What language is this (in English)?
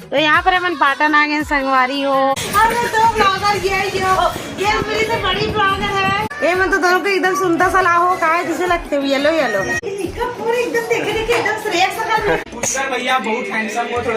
Chhattisgarhi